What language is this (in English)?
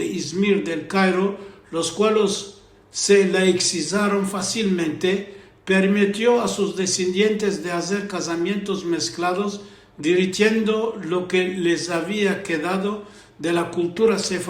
Ladino